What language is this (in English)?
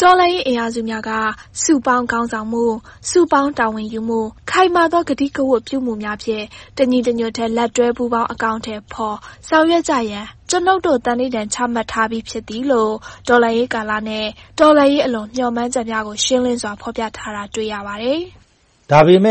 Burmese